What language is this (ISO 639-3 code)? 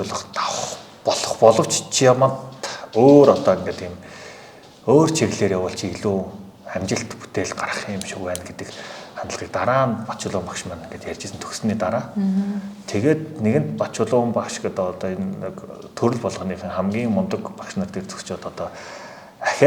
mon